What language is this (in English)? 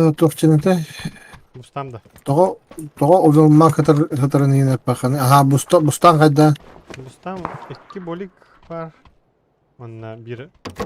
Yakut